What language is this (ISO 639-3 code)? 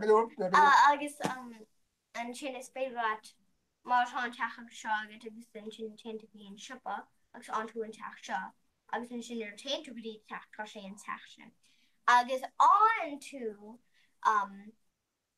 gle